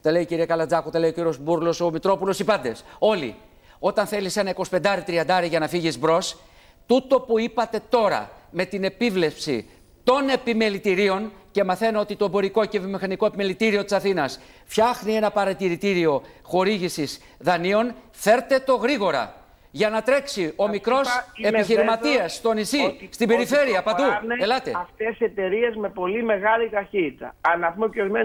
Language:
Greek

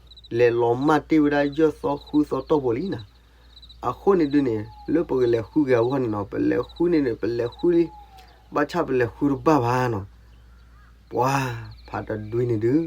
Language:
S'gaw Karen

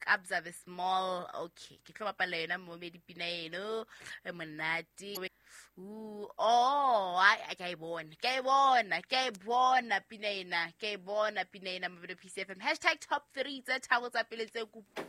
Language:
Southern Sotho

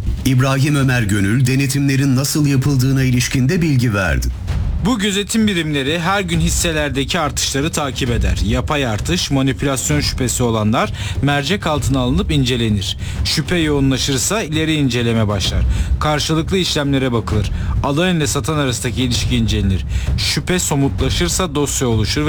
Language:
Turkish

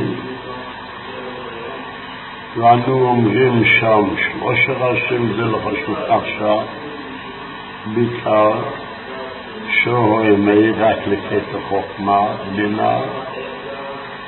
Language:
Hebrew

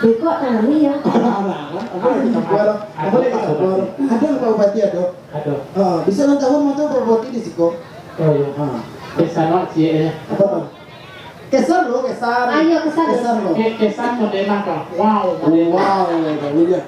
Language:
Minangkabau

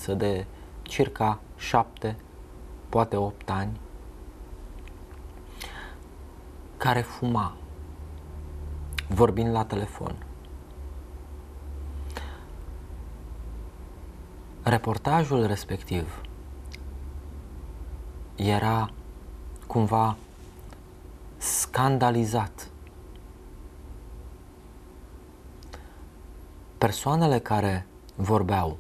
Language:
Romanian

